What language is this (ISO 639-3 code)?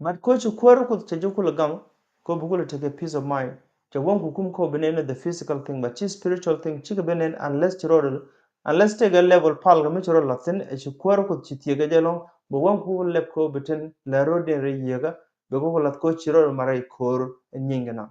nus